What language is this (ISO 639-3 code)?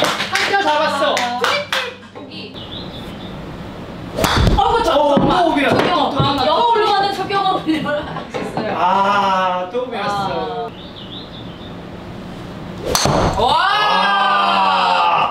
kor